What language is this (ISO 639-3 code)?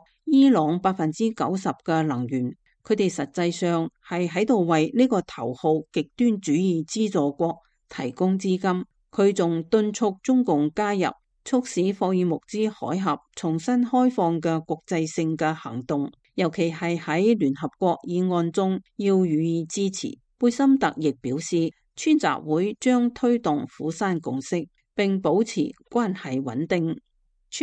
yue